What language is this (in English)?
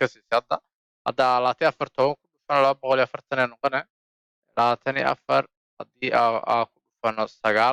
Somali